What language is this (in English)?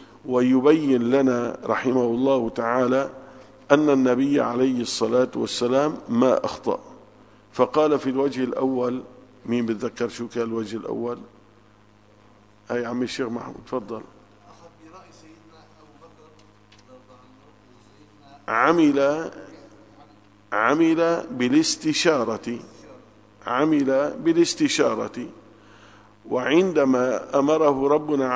Arabic